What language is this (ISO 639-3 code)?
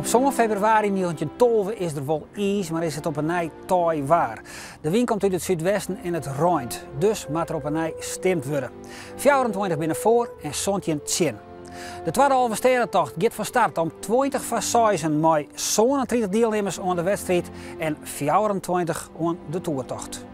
fry